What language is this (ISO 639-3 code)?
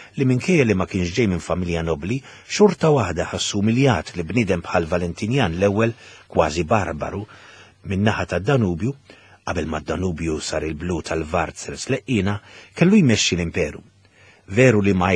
mlt